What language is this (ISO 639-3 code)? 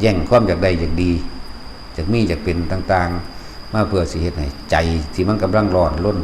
lao